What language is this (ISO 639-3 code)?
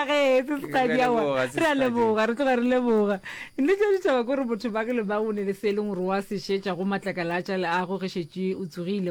nso